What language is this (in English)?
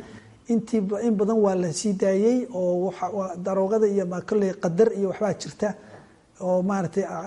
Somali